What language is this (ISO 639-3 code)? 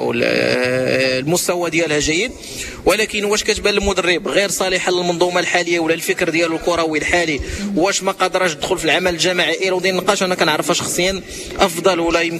ary